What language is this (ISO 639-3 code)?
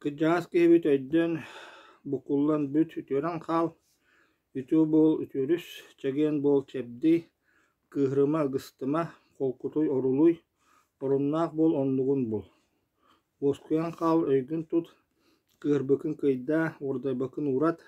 sah